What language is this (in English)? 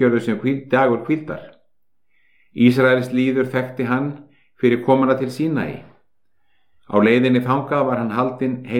Icelandic